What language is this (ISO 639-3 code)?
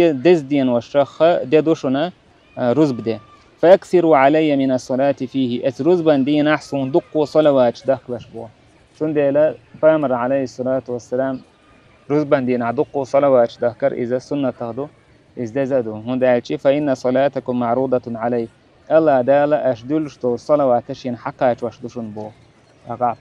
che